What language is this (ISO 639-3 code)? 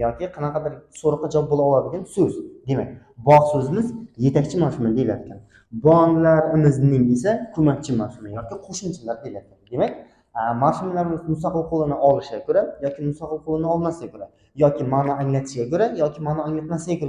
uzb